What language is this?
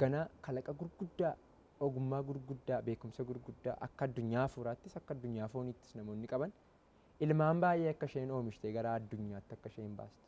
Oromo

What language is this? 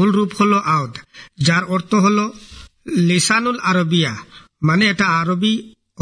Bangla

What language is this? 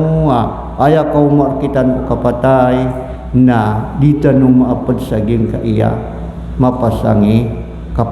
Maranao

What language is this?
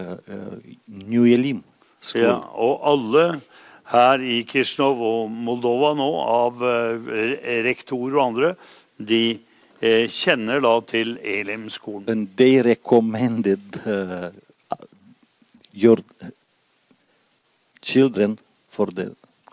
Norwegian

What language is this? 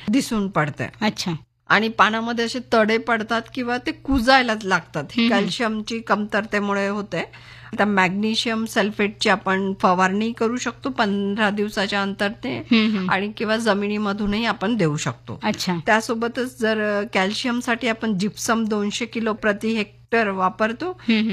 Marathi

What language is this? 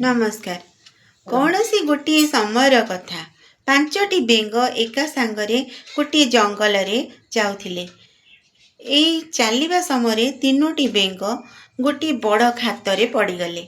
Odia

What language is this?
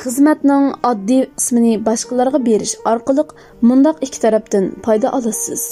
Uyghur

